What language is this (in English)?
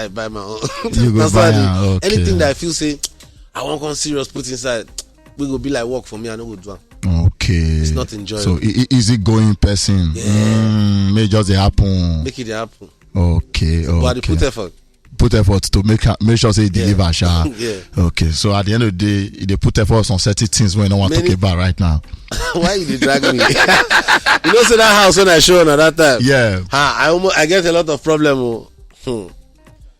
Nigerian Pidgin